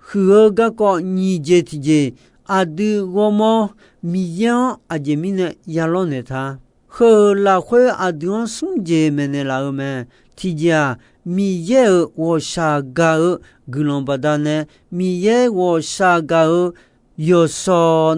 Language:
Akha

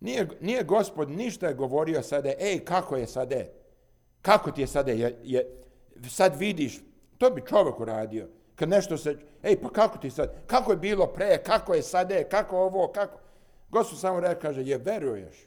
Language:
Serbian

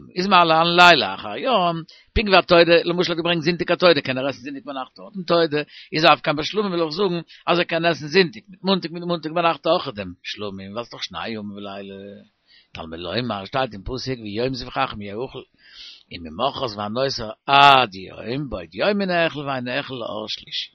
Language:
Yiddish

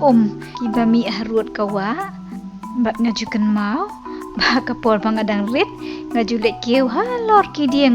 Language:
Khasi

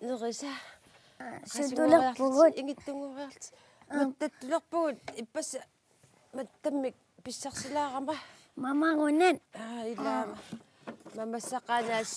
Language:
Kalaallisut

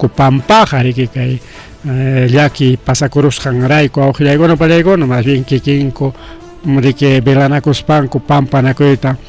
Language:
Ayacucho Quechua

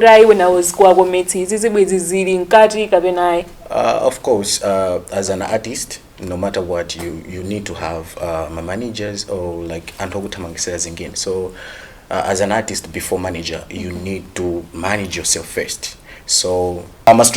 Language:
Nyanja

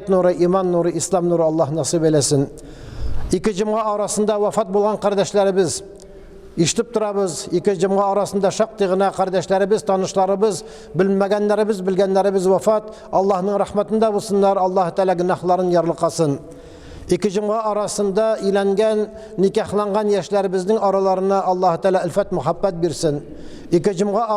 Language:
Tatar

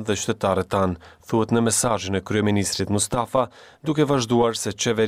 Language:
Albanian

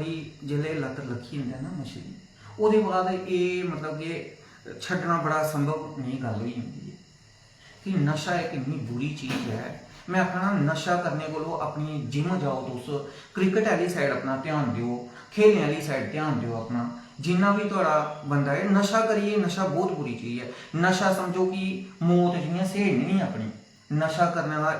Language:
Dogri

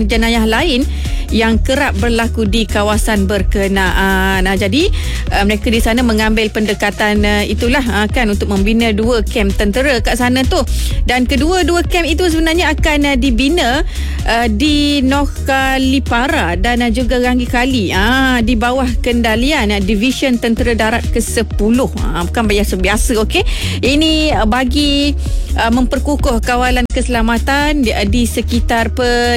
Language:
Malay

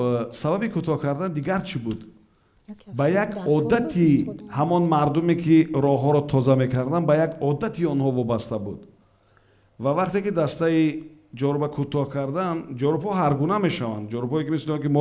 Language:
Tajik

